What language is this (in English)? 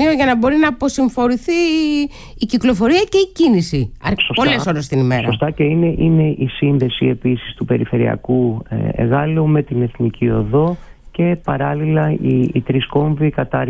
Greek